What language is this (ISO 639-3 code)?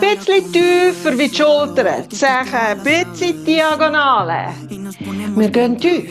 gsw